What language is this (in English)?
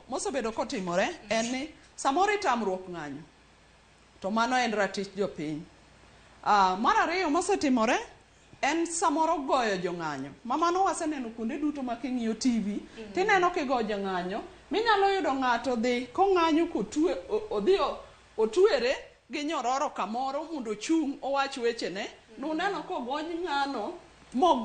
Luo (Kenya and Tanzania)